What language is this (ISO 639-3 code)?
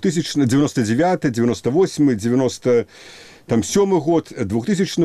bel